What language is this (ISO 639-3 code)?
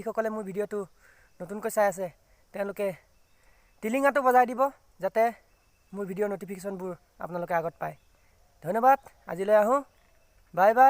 asm